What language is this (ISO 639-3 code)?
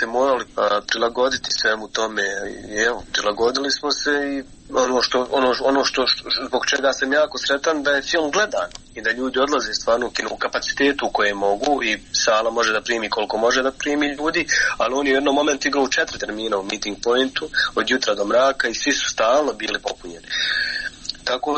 bos